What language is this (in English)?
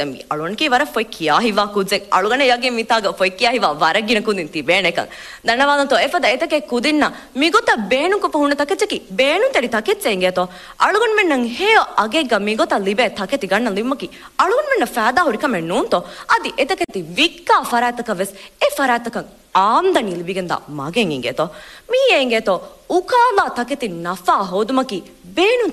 Divehi